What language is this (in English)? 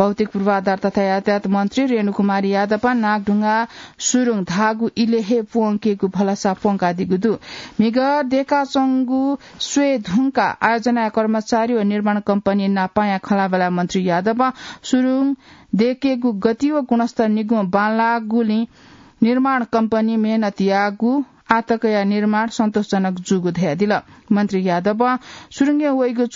Newari